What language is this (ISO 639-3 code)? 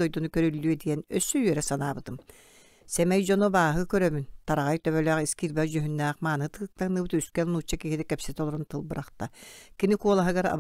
sah